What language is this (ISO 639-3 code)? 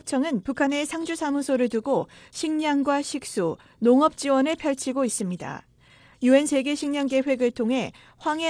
kor